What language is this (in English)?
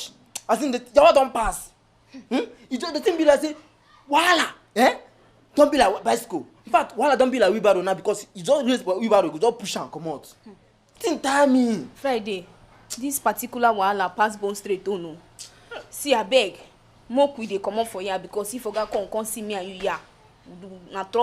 Nigerian Pidgin